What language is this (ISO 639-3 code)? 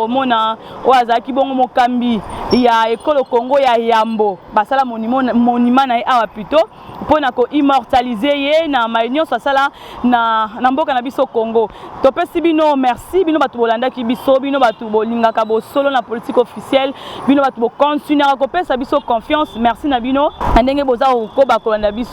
lin